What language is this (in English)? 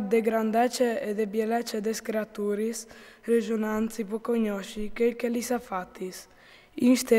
Friulian